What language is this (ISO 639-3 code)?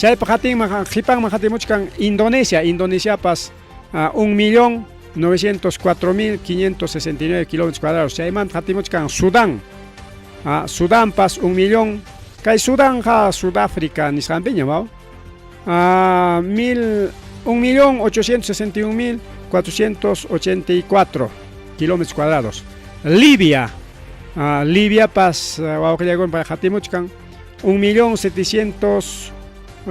quy